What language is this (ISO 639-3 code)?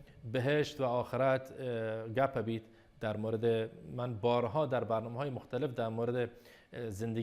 bal